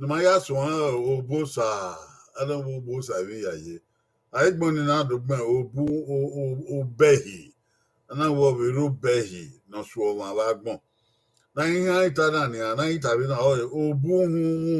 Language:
Bini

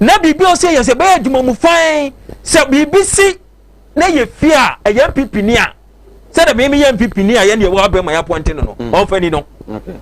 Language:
Akan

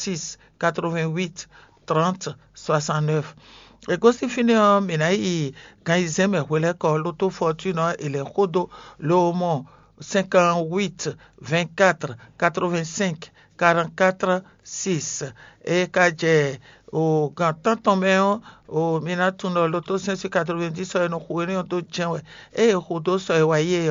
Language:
Fon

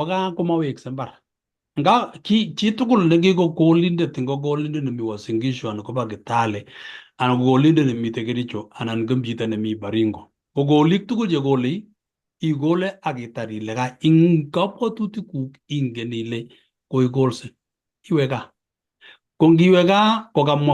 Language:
Kalenjin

